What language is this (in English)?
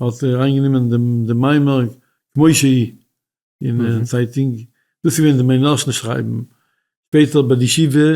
Yiddish